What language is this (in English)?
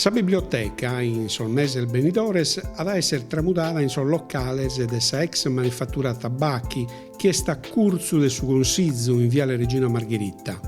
Sardinian